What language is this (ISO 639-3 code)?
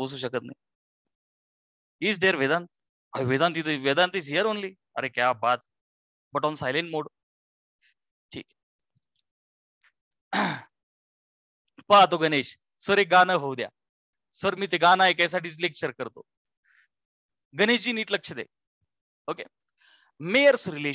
mar